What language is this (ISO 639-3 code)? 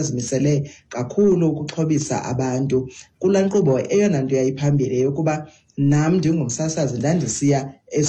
xho